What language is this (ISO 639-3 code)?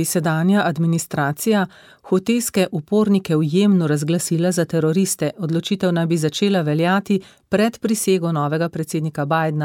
slv